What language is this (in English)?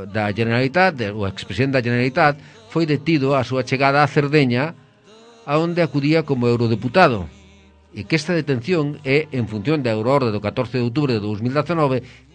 Galician